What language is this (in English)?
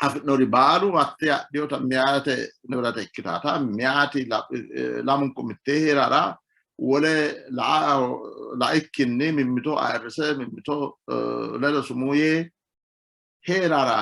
Sidamo